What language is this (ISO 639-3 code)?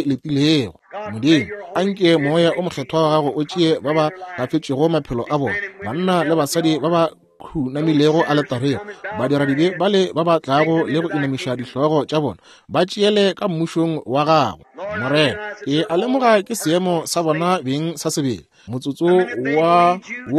nso